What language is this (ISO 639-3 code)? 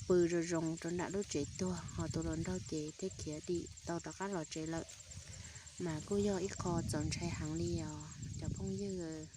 hmn